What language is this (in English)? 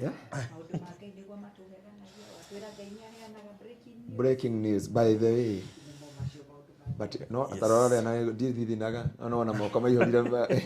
Kikuyu